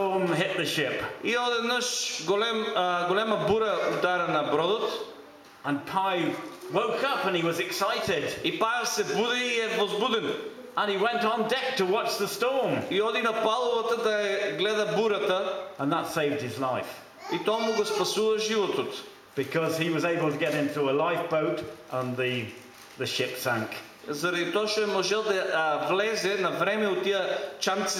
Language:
Macedonian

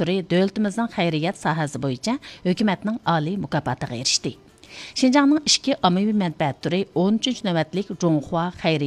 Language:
Uyghur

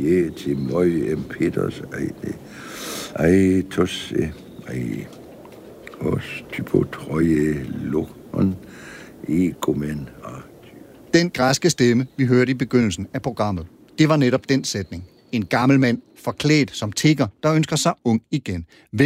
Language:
Danish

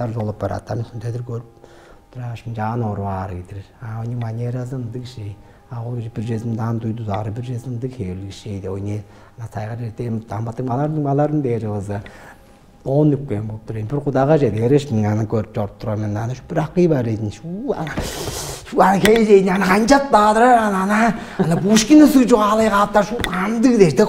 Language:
Tuvinian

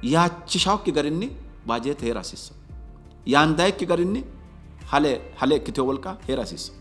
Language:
Sidamo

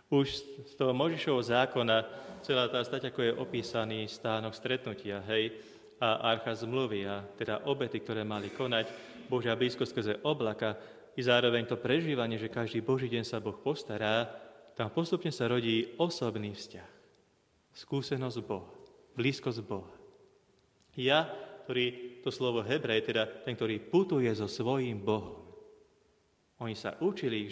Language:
Slovak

